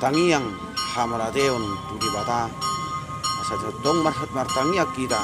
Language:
Batak Toba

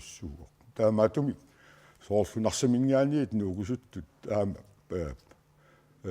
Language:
Kalaallisut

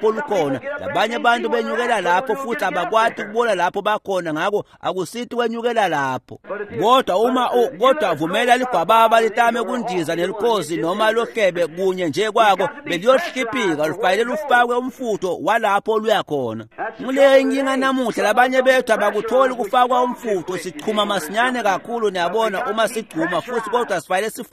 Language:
Swati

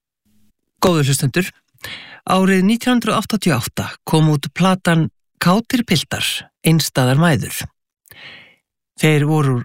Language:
Icelandic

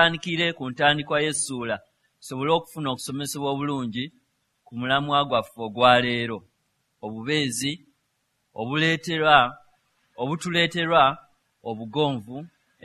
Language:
Ganda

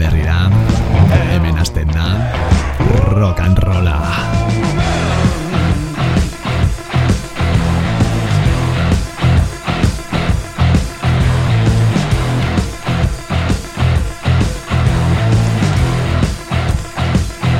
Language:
Basque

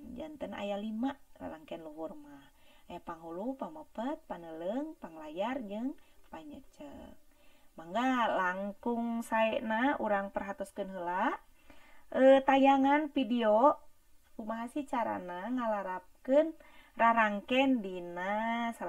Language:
Sundanese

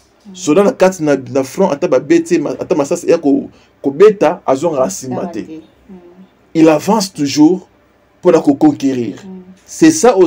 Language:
Lingala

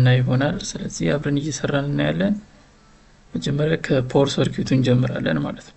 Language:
Amharic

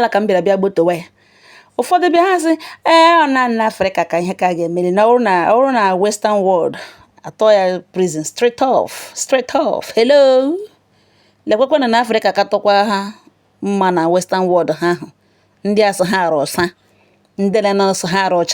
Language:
Igbo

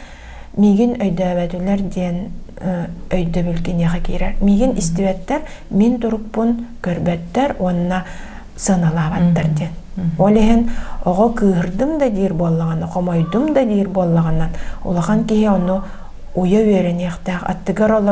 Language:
Yakut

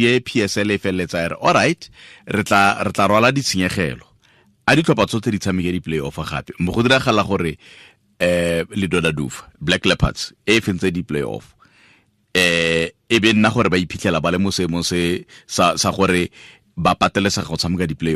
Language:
Tswana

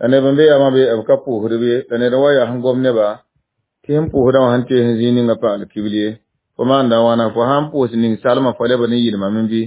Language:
Mossi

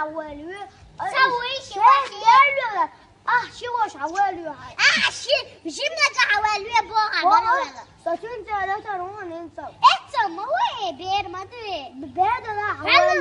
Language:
Chechen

